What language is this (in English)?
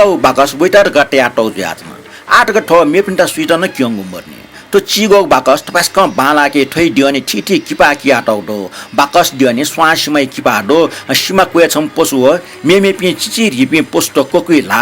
Newari